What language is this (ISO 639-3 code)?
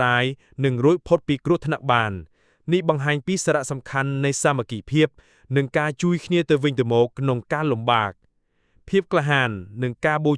khm